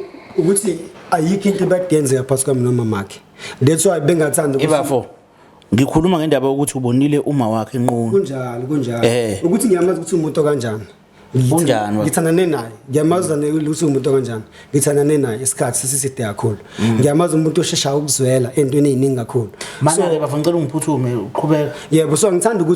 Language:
Zulu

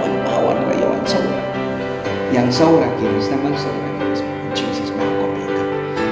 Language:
Mískito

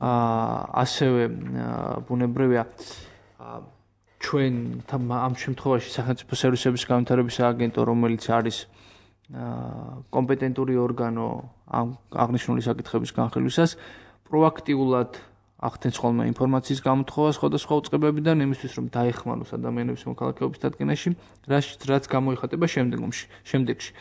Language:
Georgian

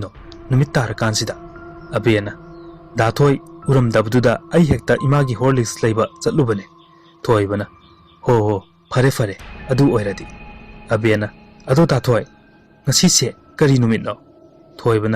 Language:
Manipuri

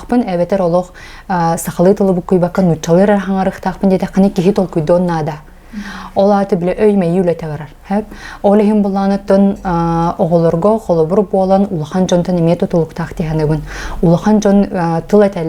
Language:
Yakut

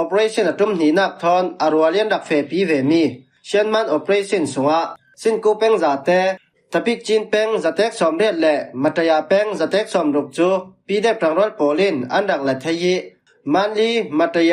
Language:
Falam Chin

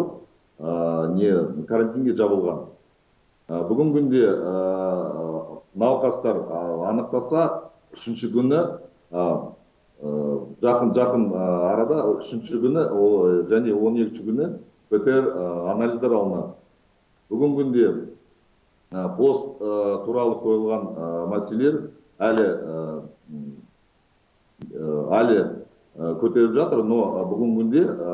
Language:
Kazakh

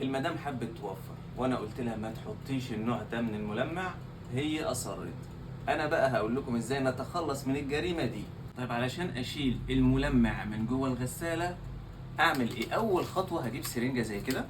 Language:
Egyptian Arabic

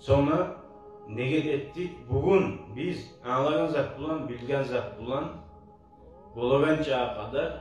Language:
Kumyk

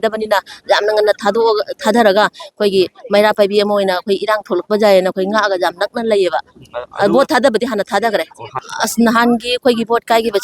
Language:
Manipuri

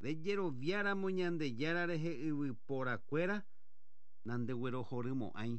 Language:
Guarani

